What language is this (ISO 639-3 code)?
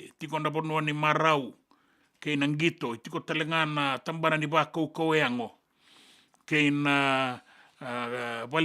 fij